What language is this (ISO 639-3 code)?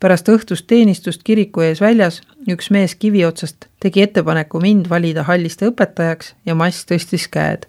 est